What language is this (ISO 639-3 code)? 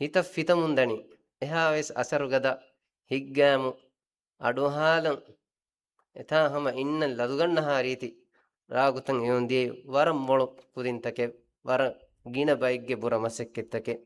div